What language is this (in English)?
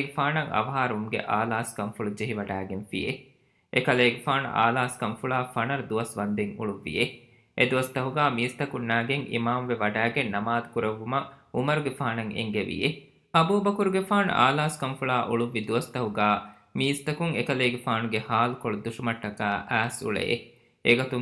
Divehi